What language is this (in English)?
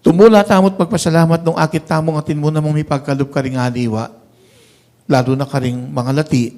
Pampanga